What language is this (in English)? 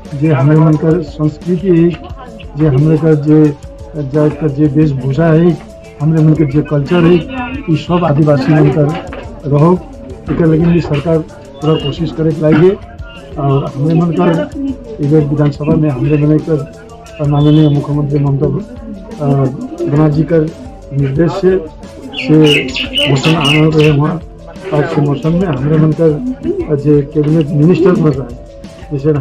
Sadri